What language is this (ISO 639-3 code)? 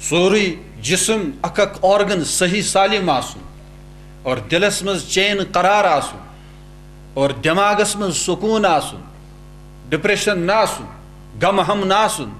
kas